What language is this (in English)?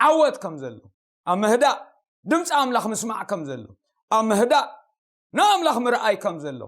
Tigrinya